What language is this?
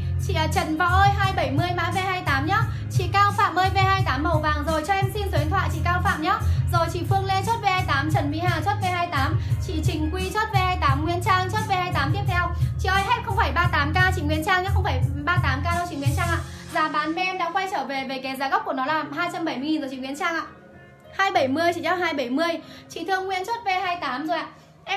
Vietnamese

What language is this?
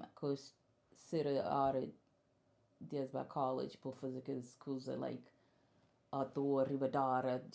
Kabuverdianu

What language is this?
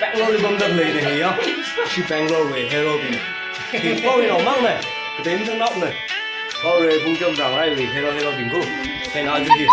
Tangkhul Naga (India)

